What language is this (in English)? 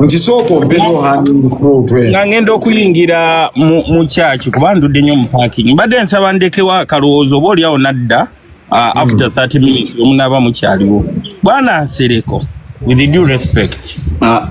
Ganda